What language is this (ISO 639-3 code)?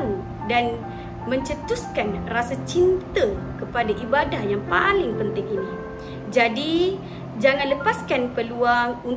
msa